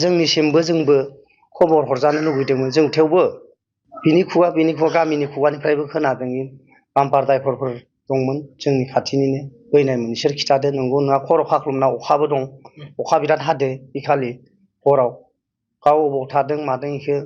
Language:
Bodo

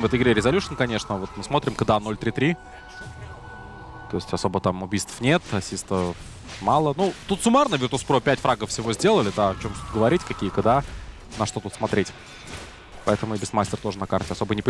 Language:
Russian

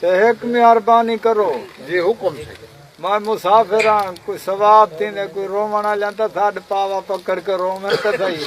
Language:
Saraiki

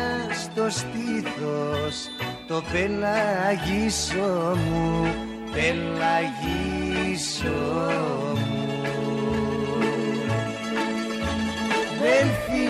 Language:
Greek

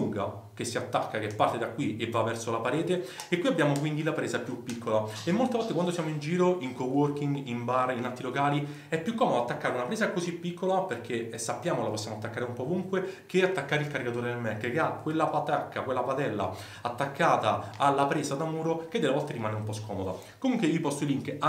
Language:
Italian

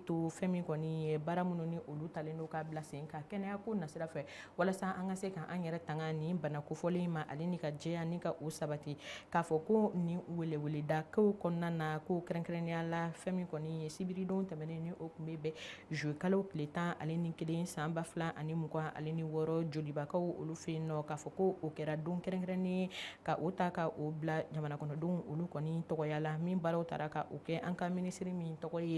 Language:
Bambara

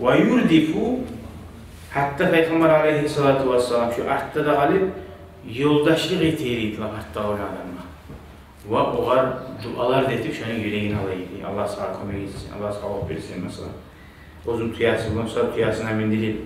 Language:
Kumyk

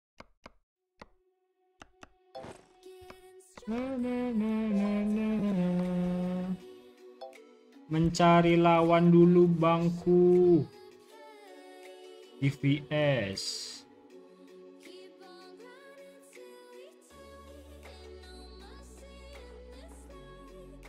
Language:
Indonesian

